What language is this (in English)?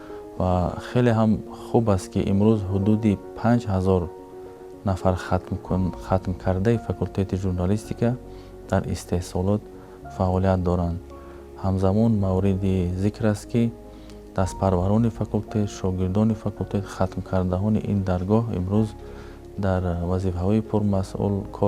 Tajik